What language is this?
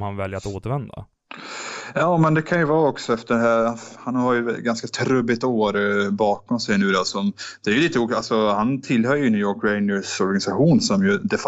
Swedish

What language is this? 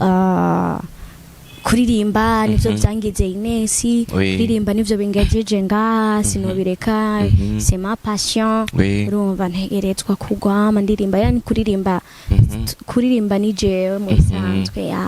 Rundi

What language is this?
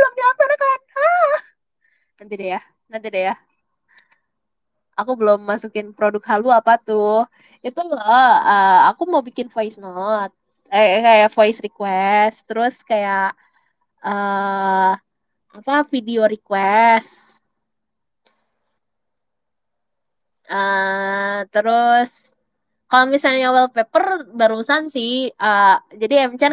Indonesian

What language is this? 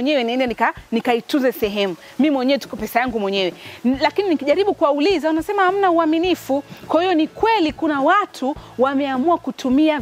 Swahili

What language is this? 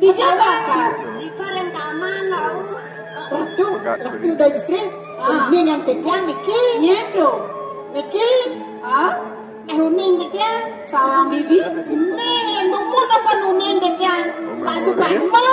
Balinese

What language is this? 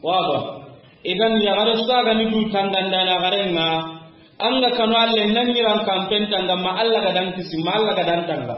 Soninke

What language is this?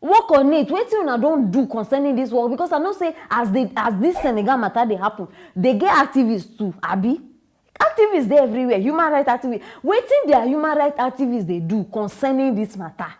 Nigerian Pidgin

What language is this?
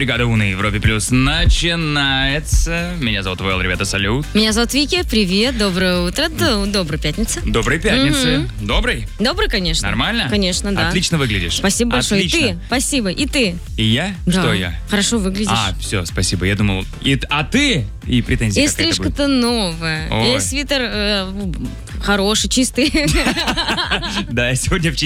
Russian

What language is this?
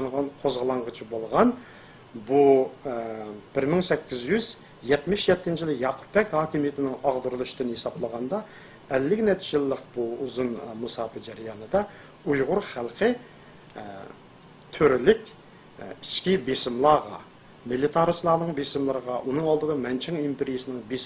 Uyghur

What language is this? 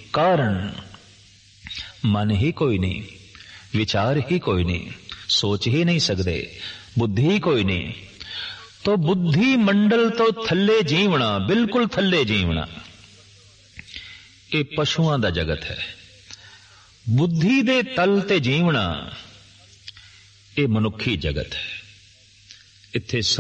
Punjabi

